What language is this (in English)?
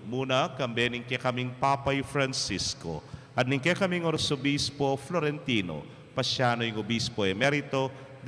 Pampanga